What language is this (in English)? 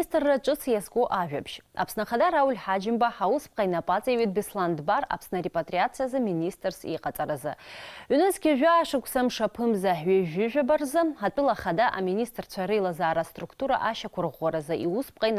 Abkhazian